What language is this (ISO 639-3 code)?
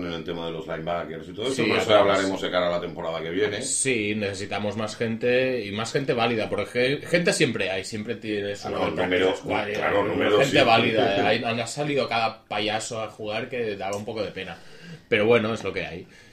spa